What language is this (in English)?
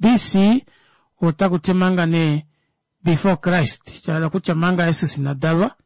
Kuanyama